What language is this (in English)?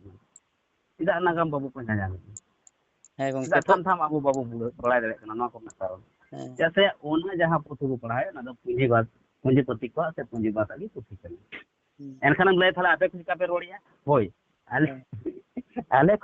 Santali